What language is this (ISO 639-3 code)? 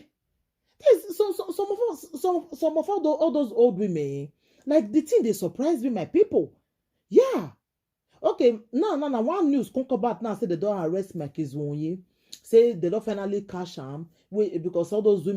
pcm